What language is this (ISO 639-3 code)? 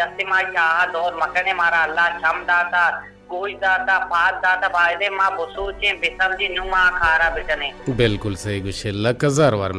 bgp